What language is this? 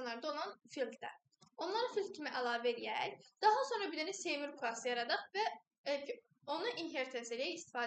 Azerbaijani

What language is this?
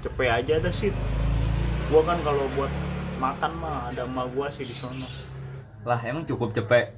Betawi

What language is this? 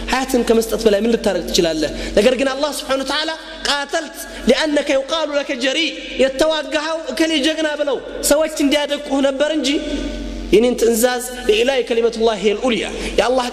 Amharic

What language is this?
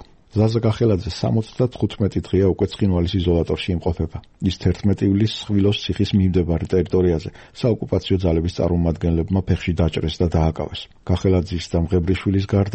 Georgian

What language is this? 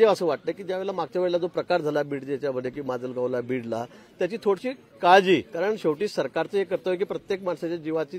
Marathi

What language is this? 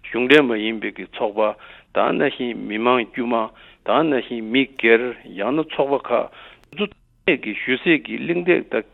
Tibetan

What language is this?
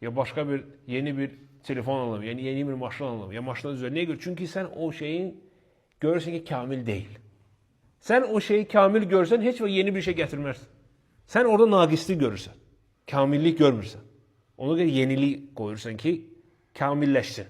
Azerbaijani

